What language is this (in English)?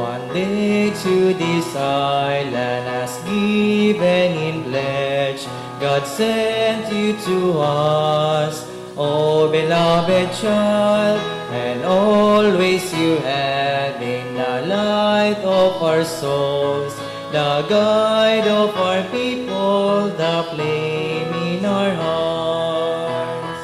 Bikol